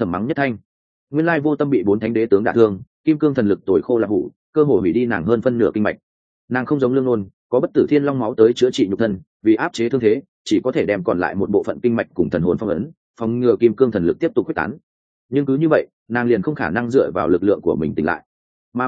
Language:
Vietnamese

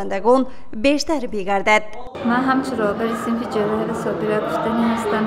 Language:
Tajik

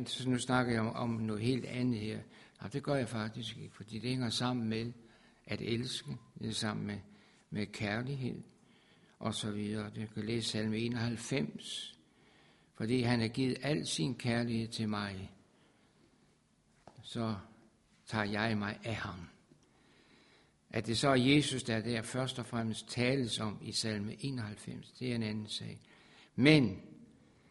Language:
Danish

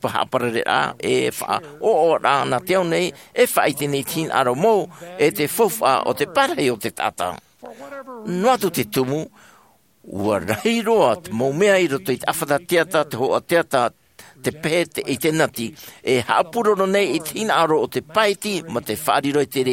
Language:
Tahitian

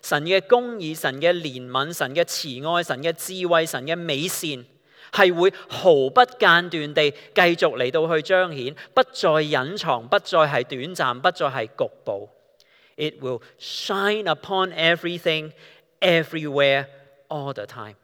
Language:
Cantonese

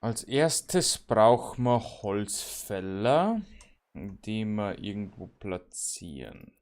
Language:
Bavarian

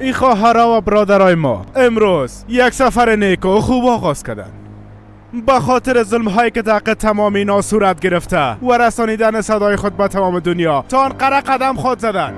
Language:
Persian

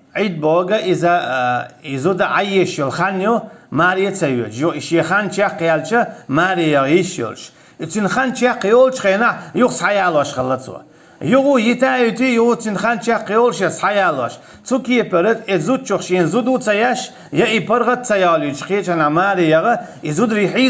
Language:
Chechen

